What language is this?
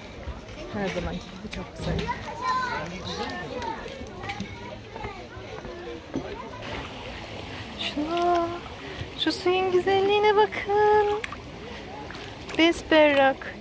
Turkish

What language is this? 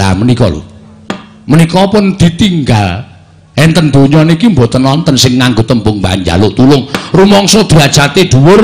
Javanese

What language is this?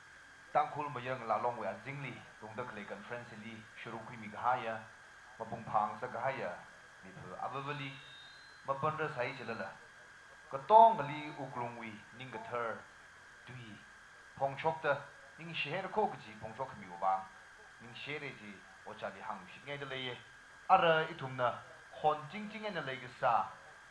Tangkhul Naga (India)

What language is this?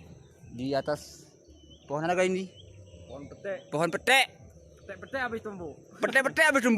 Gayo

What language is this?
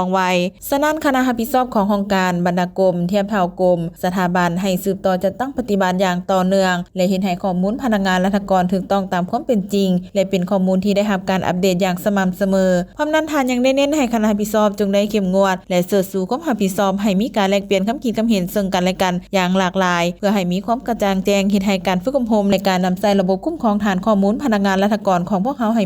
Lao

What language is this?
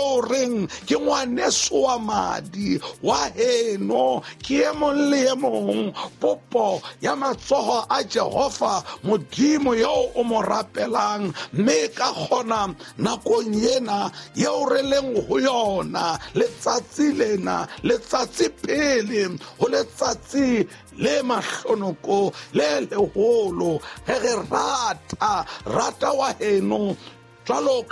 Southern Sotho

